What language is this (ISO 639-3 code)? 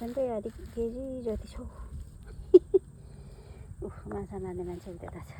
nep